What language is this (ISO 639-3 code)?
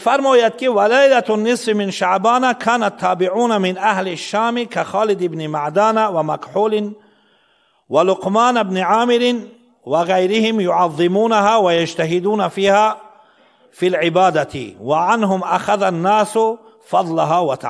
fas